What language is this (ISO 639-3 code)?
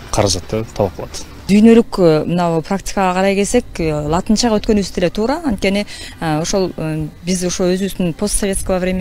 kir